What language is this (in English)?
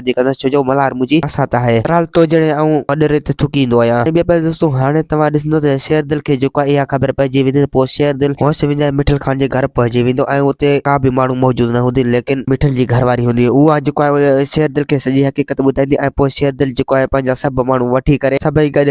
Sindhi